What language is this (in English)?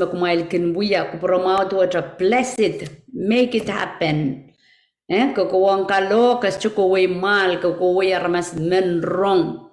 Pohnpeian